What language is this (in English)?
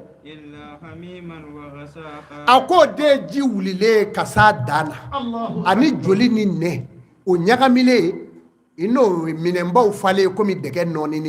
Bambara